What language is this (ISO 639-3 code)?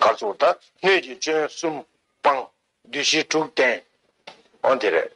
bod